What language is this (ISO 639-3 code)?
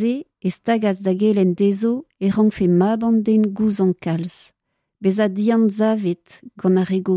bre